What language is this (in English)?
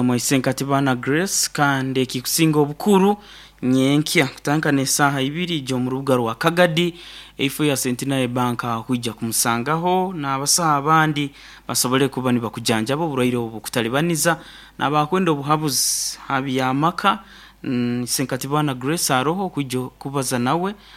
Nyoro